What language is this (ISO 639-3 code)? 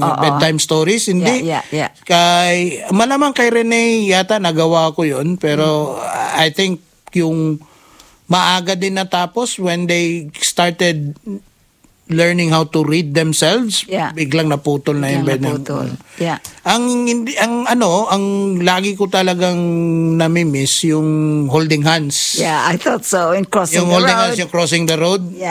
fil